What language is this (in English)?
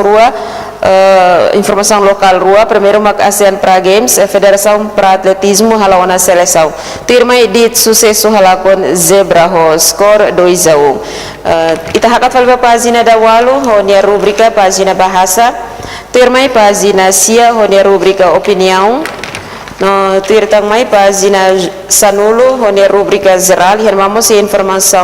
Tetum